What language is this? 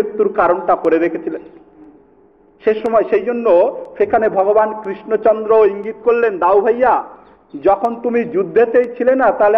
Bangla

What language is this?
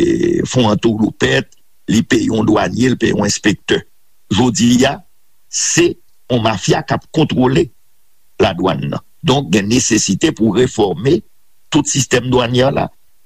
Haitian Creole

